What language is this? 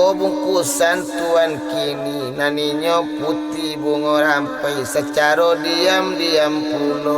Minangkabau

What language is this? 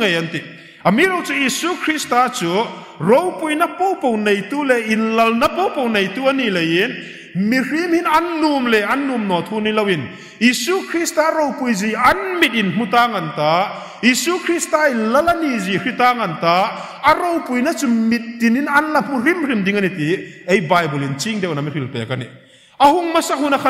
Hmar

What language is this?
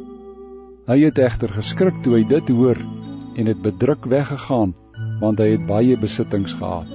Afrikaans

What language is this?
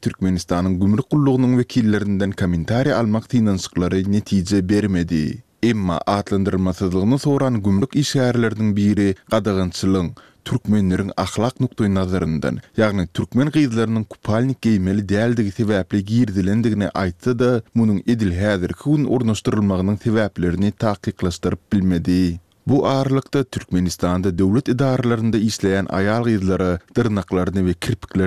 Turkmen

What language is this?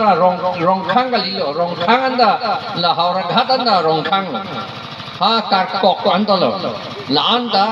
Karbi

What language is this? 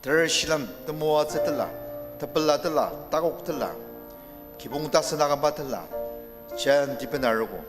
Ao Naga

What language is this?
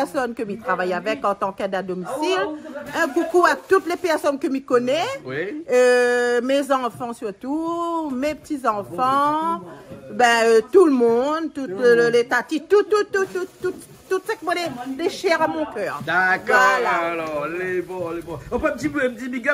Réunion Creole French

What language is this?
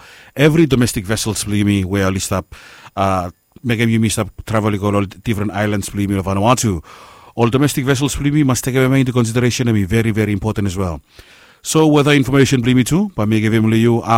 Bislama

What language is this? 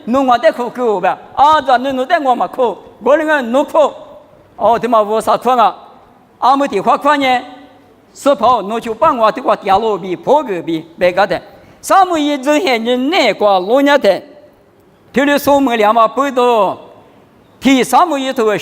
Lisu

